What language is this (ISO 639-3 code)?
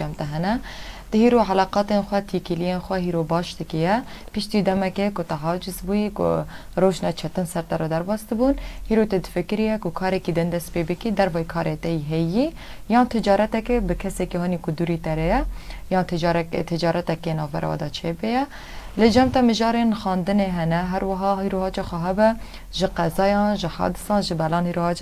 kur